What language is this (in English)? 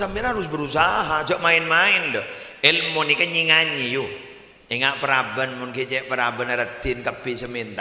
Madurese